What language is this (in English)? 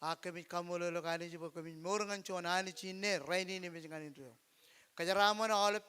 Marshallese